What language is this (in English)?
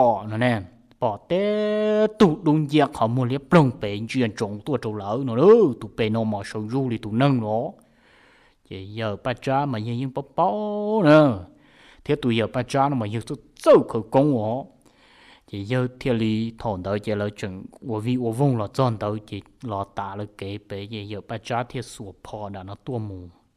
Hmong